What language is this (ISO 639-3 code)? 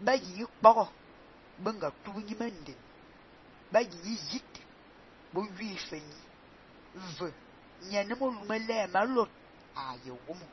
fan